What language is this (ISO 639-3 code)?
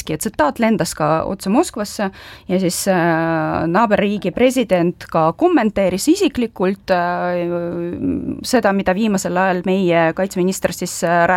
est